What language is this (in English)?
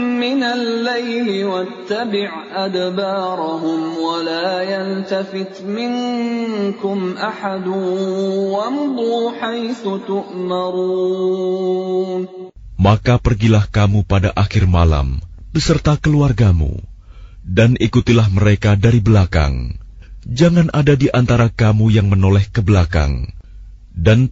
Indonesian